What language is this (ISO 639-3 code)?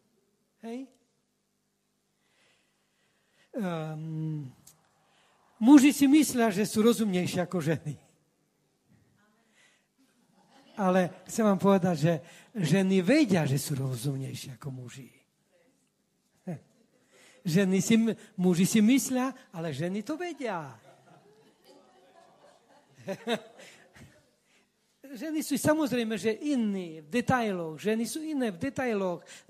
slk